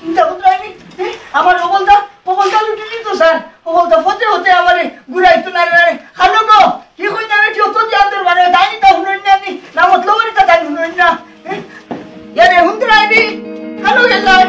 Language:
Sylheti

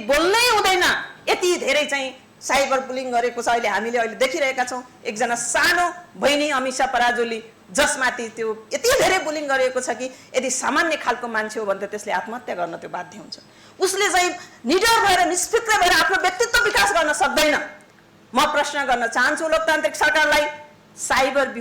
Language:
Nepali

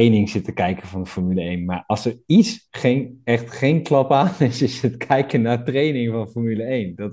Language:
Dutch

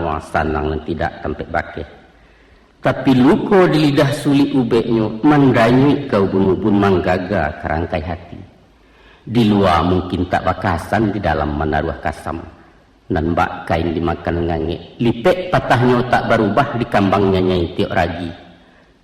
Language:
Minangkabau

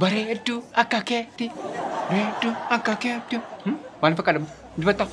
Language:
Oromo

